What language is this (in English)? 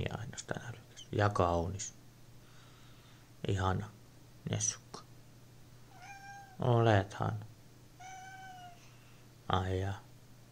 Finnish